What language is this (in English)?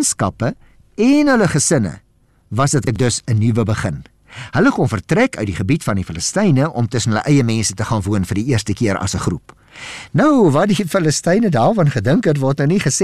Afrikaans